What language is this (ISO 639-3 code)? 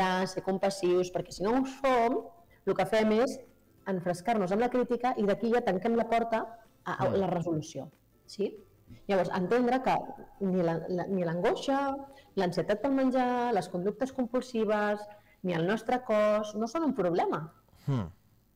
cat